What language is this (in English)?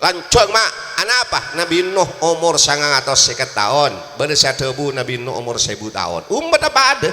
Madurese